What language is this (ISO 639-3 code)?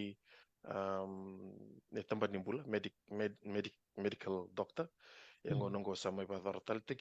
fij